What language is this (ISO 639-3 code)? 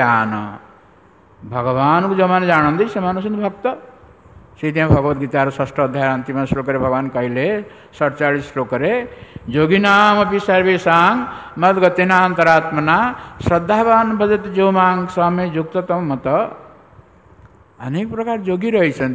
ori